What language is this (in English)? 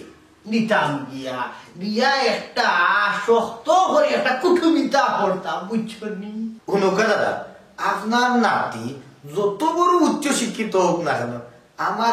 Sylheti